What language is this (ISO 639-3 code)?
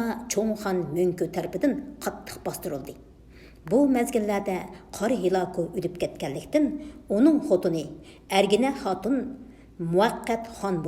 uig